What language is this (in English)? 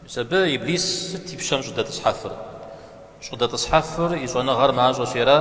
Kabardian